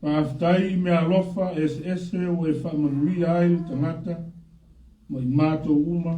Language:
Samoan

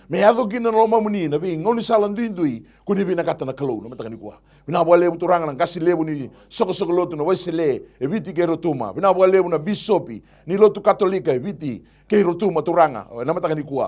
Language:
Fijian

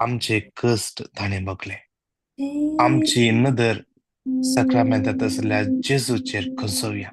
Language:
Konkani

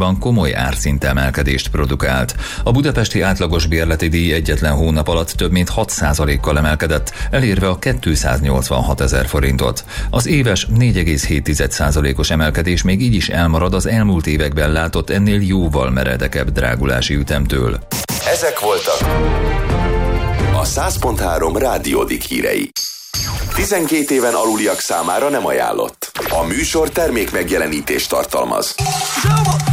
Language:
Hungarian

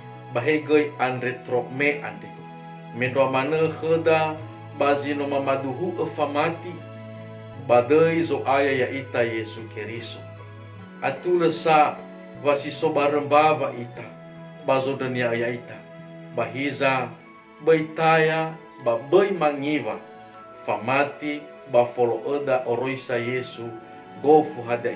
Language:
Nias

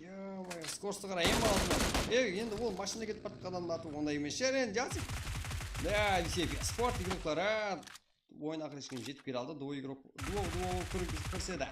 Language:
Kara-Kalpak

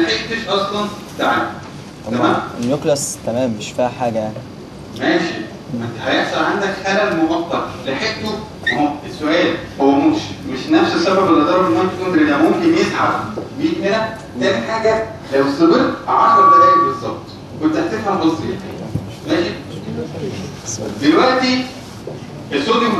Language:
Egyptian Arabic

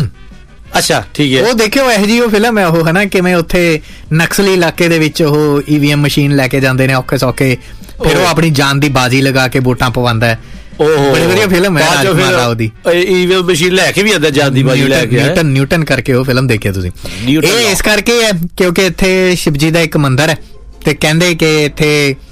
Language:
Punjabi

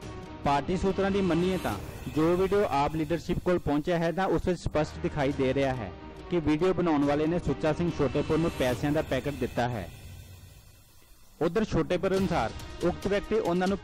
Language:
Punjabi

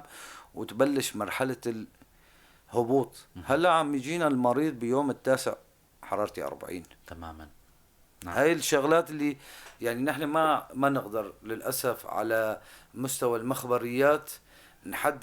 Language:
North Levantine Arabic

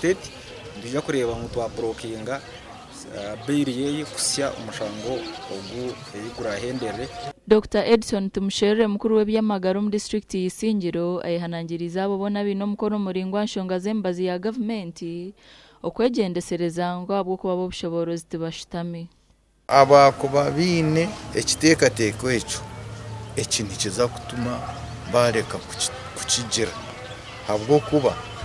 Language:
Nyankole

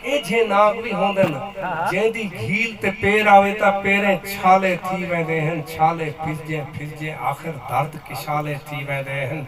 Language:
Saraiki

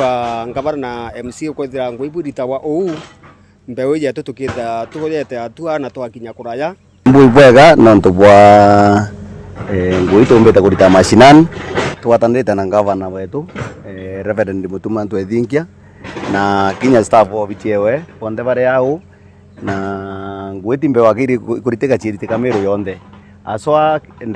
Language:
Meru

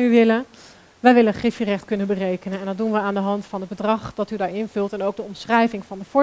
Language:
Dutch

